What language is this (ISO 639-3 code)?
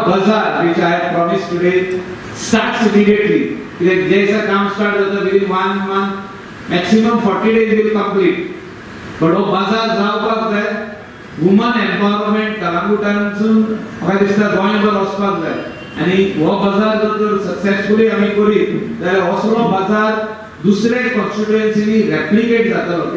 kok